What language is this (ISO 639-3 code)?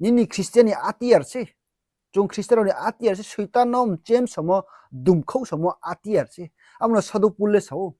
ria